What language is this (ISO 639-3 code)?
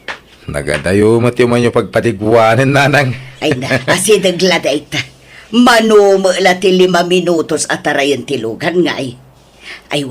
ilo